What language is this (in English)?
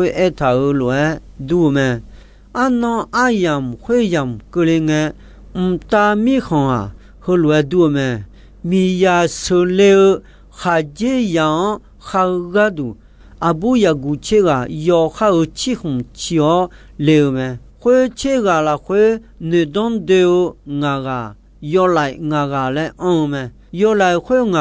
Akha